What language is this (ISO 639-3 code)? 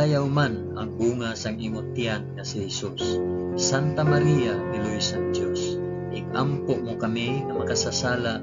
hil